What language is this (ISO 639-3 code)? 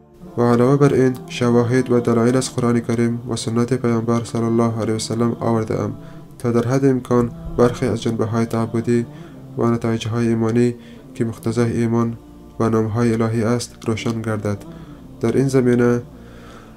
fas